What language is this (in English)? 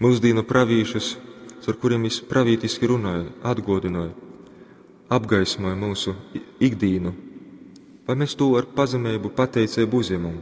Latgalian